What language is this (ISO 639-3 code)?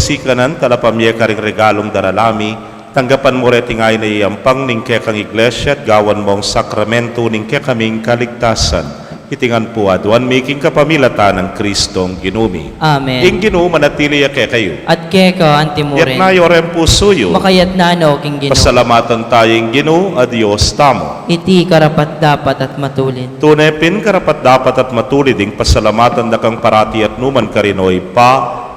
pam